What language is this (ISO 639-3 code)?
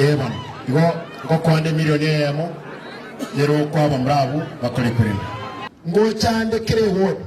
guz